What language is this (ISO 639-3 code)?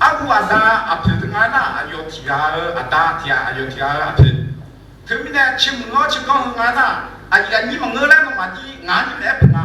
ahk